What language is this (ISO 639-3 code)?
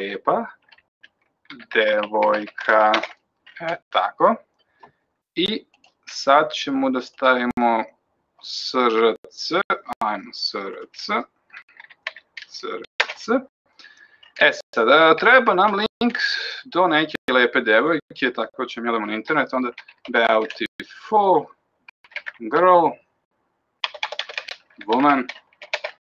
srp